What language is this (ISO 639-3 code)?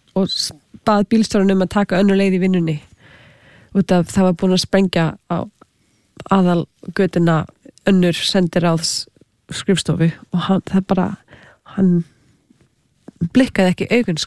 isl